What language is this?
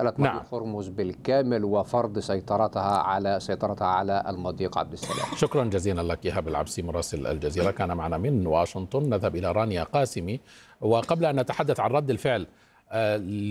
Arabic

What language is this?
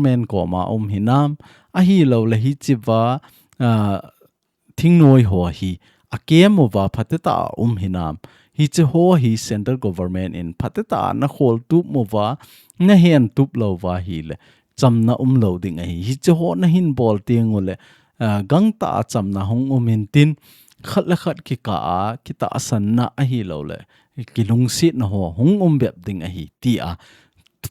Thado Chin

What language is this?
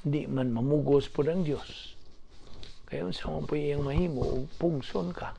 Cebuano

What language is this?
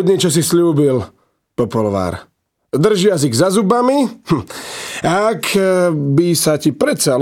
Slovak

